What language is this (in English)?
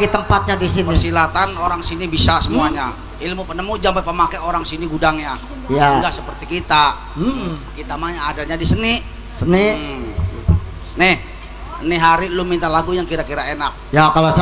Betawi